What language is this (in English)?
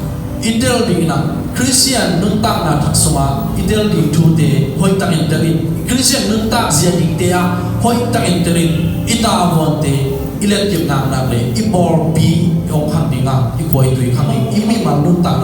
Tedim Chin